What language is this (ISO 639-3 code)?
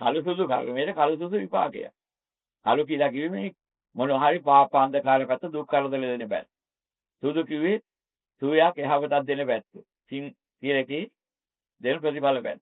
sin